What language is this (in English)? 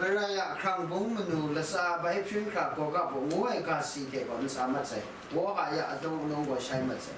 Kachin